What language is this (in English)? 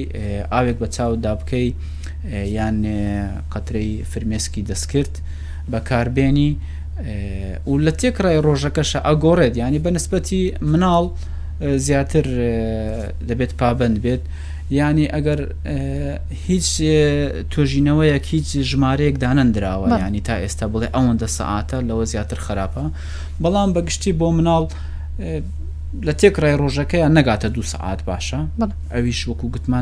Central Kurdish